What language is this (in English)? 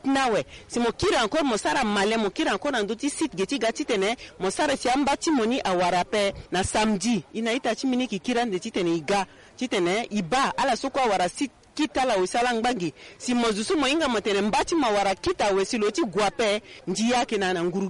Sango